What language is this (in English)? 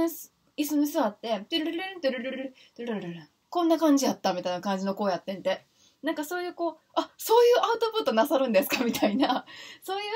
Japanese